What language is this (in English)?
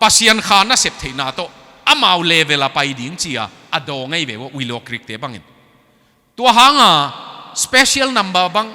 Tedim Chin